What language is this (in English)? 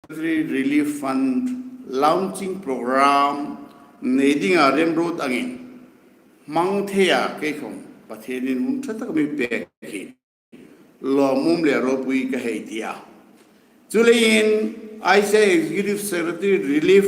Hmar